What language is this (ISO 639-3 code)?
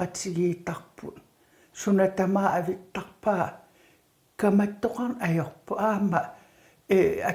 kal